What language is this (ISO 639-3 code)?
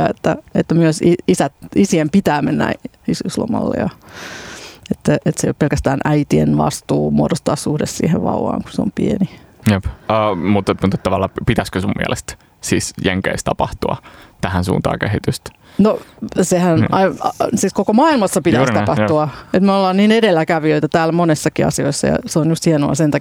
fin